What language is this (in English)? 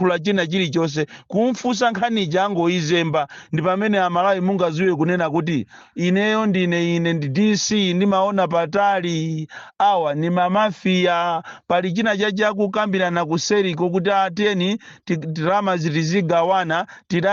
Nyanja